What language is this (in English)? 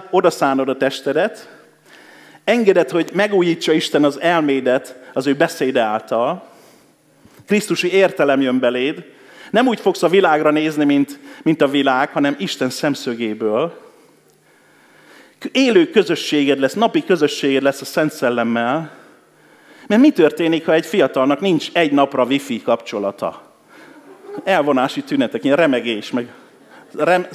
Hungarian